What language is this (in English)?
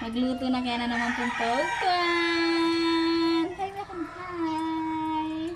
Pampanga